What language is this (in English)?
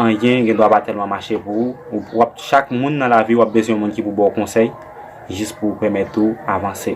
Haitian Creole